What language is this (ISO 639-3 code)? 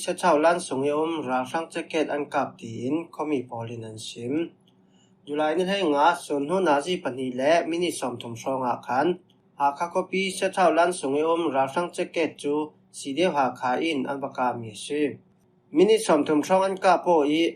cfm